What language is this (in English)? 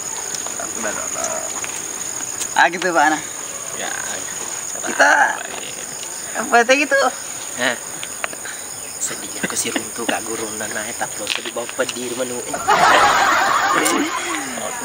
Indonesian